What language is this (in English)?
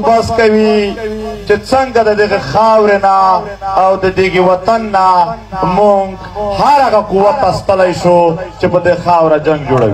Pashto